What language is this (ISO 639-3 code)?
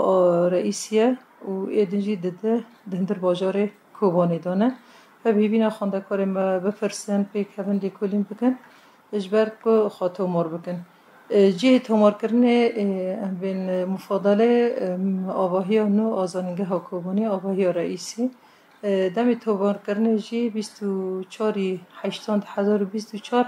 kur